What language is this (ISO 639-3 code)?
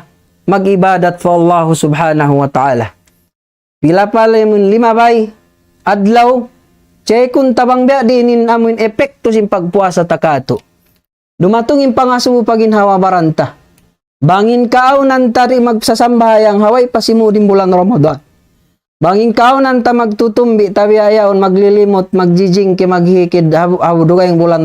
tsg